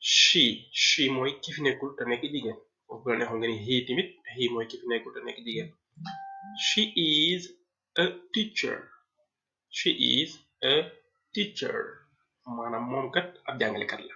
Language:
Wolof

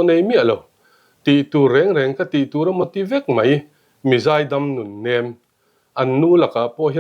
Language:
Mizo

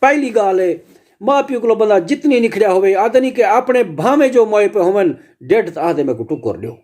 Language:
Saraiki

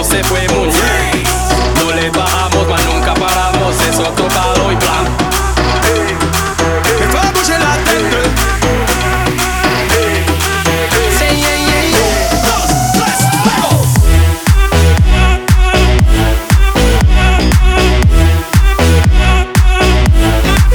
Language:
Spanish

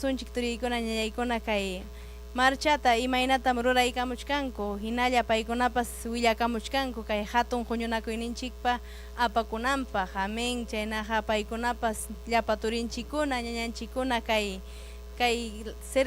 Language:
Ayacucho Quechua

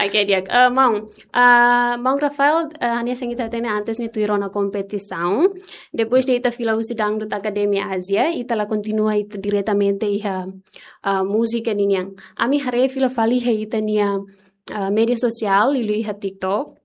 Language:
Tetum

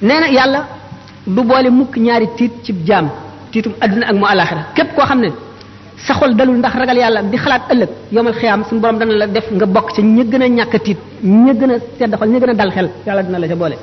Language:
Wolof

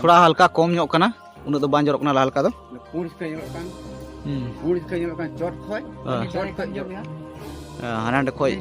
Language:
Santali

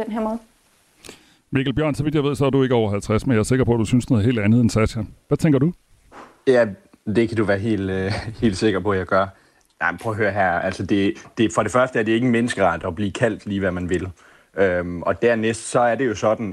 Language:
Danish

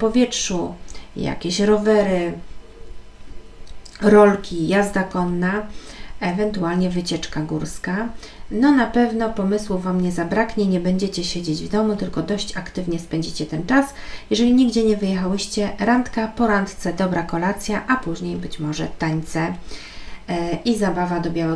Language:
Polish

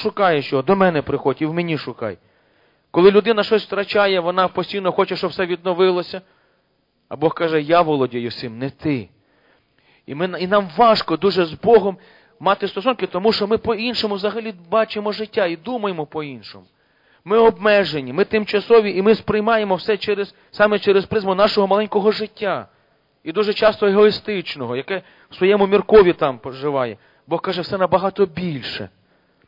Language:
Ukrainian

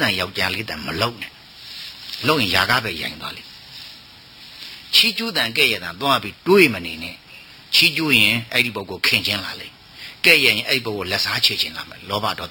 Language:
Burmese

